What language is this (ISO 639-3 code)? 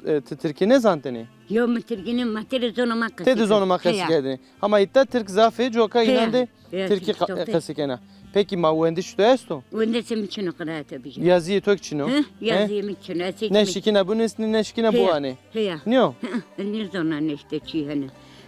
zza